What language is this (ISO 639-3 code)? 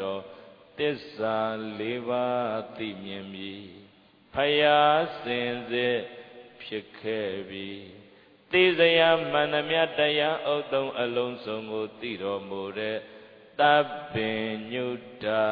mya